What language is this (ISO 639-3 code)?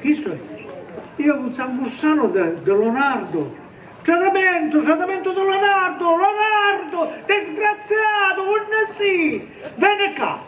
scn